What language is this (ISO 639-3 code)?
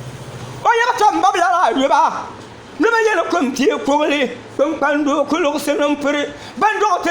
dag